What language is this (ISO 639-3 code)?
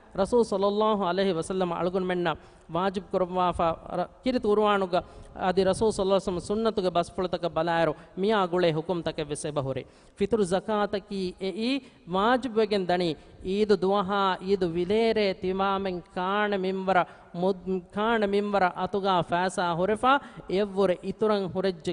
div